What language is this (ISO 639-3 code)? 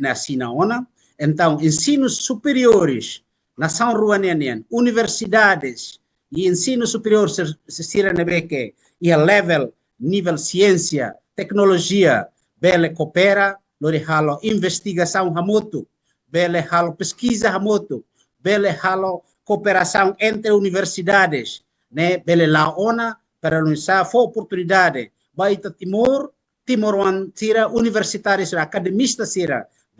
tet